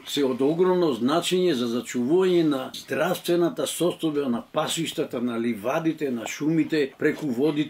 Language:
Macedonian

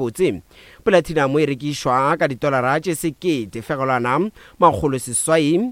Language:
Northern Sotho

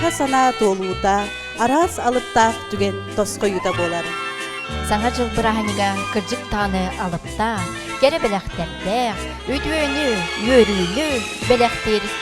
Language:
Yakut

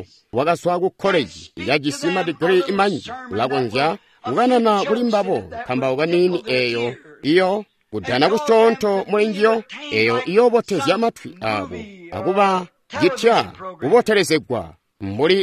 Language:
Tonga (Zambia)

